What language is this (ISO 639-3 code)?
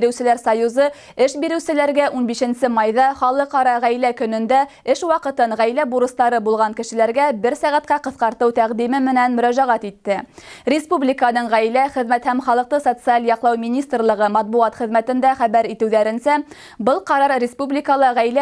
bak